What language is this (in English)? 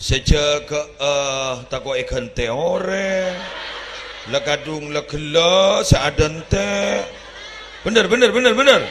Madurese